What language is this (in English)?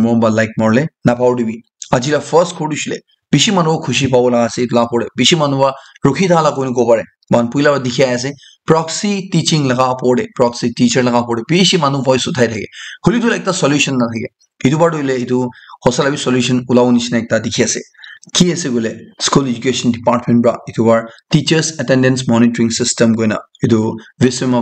Naga Pidgin